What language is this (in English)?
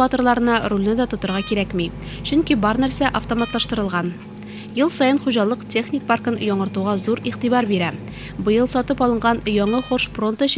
Tatar